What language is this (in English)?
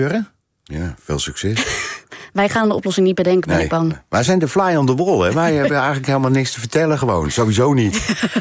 Dutch